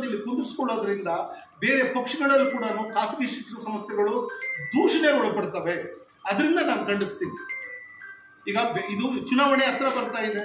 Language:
Kannada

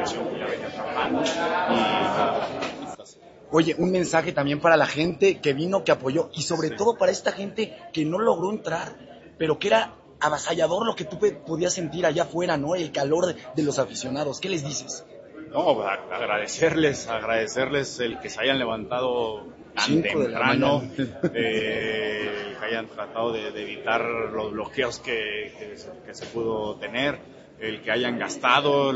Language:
Spanish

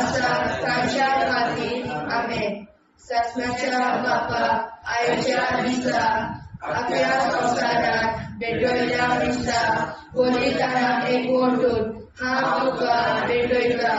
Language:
Konkani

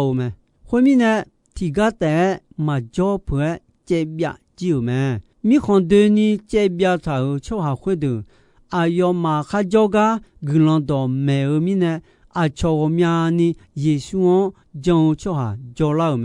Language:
Akha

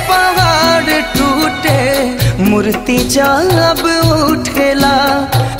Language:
Bhojpuri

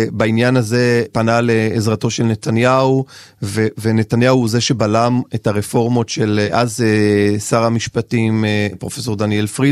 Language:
Hebrew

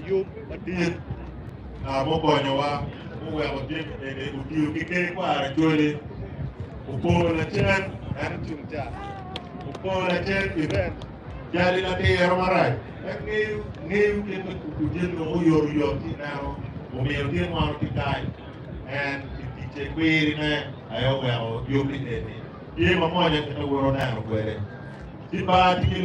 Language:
Acoli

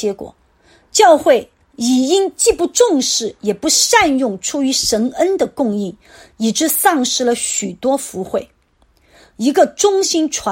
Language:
Chinese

